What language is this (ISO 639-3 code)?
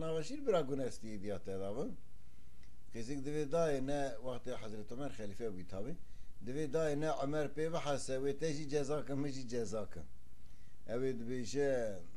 kur